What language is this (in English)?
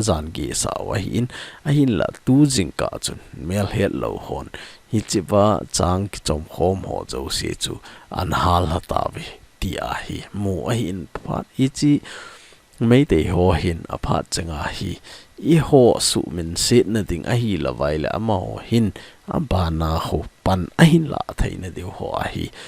Thado Chin